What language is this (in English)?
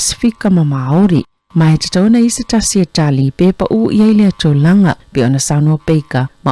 Samoan